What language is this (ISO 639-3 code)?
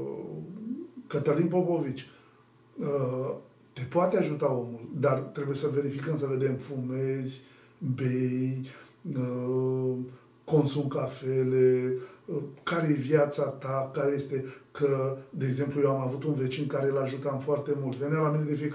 ron